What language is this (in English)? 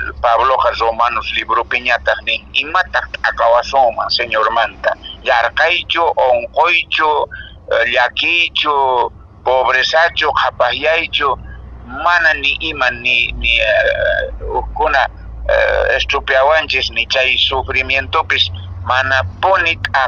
Quechua